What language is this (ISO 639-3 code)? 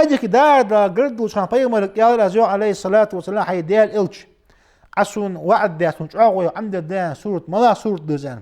inh